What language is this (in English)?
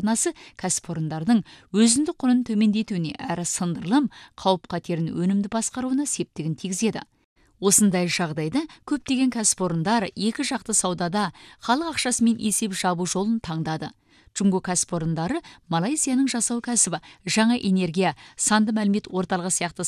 Kazakh